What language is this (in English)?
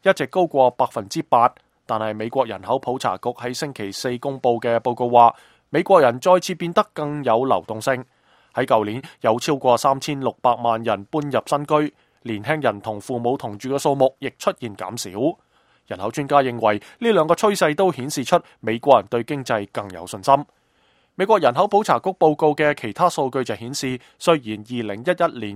Cantonese